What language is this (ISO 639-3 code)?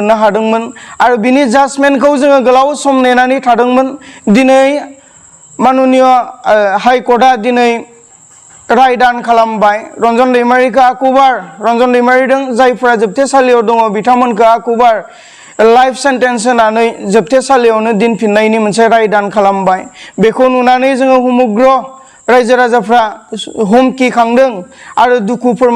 brx